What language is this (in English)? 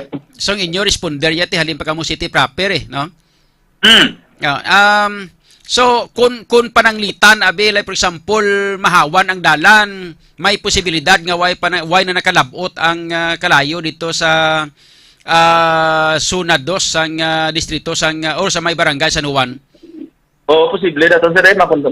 Hiligaynon